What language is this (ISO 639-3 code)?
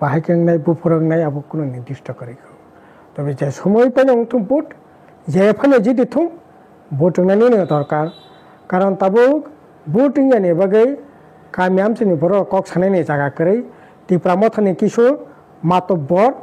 trp